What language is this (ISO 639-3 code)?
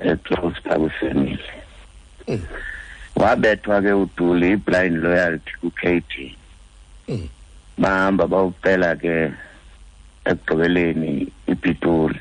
xho